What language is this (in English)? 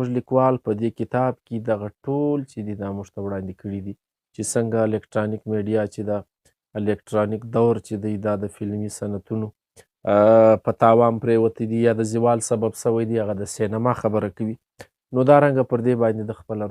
Pashto